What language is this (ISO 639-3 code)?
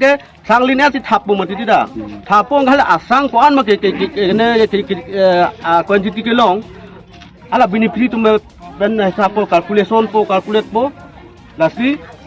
mjw